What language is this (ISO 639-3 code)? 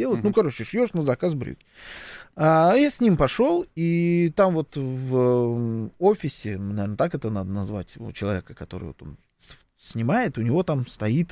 rus